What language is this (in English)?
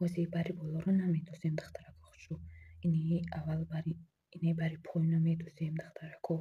Tajik